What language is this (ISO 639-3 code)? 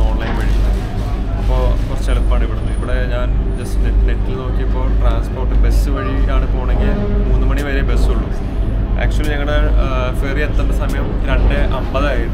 mal